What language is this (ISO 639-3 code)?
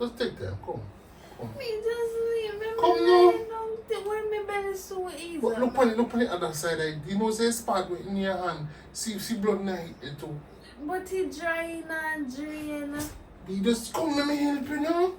jam